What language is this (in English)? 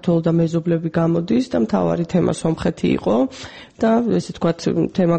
Georgian